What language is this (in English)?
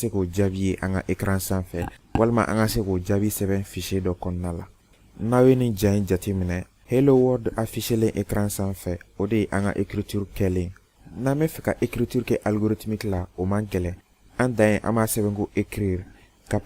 Bambara